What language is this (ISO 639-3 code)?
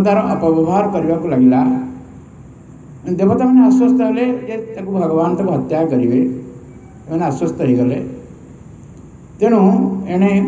ori